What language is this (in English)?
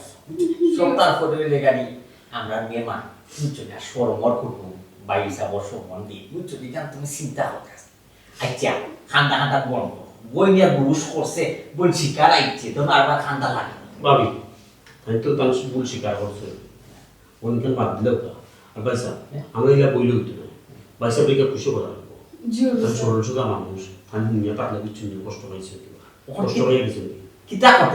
Sylheti